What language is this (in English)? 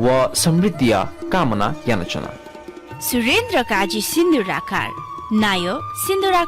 Newari